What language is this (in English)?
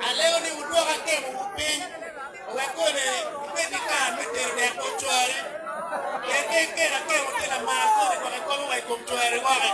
Acoli